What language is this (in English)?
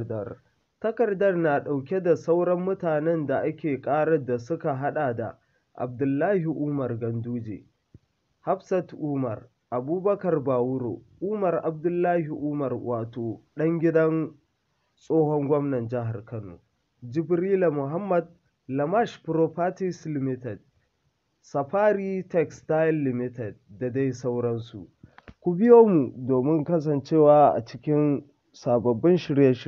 Hausa